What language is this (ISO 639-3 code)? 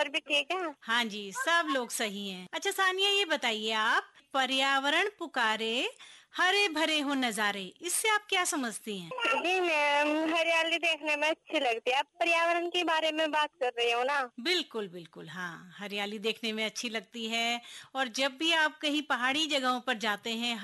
hin